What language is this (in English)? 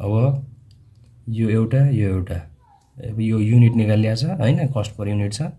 Nepali